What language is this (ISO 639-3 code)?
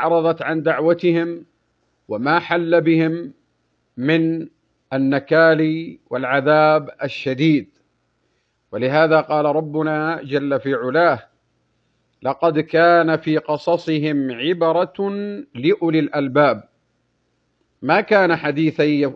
ara